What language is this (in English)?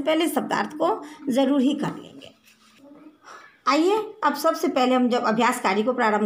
Hindi